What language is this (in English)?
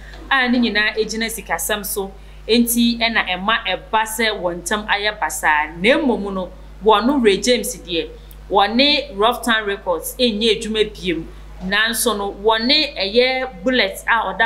Akan